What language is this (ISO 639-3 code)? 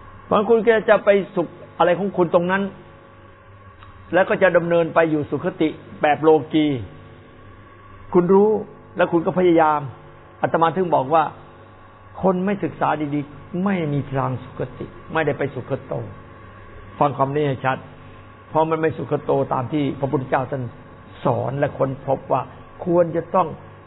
tha